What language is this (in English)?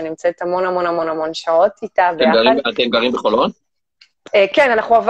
Hebrew